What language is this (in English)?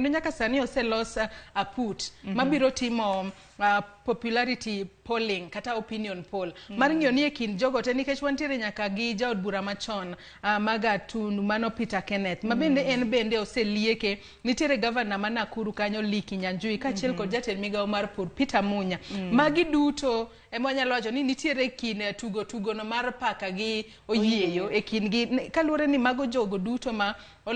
Luo (Kenya and Tanzania)